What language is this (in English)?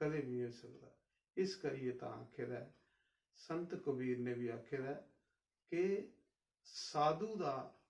Dogri